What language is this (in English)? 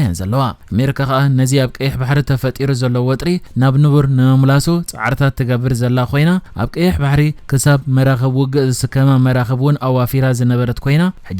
Tigrinya